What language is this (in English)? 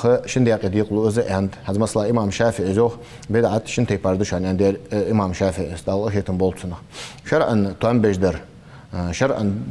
Ingush